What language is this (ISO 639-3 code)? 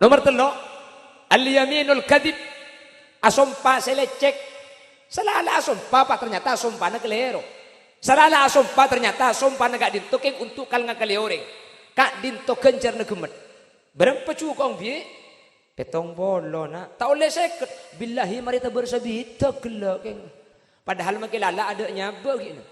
mad